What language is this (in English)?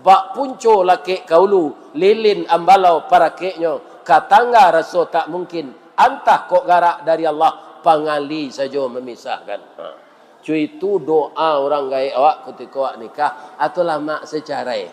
Minangkabau